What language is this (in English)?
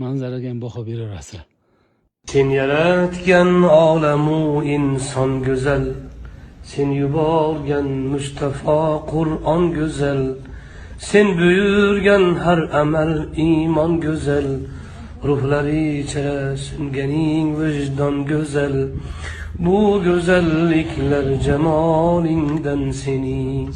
Uzbek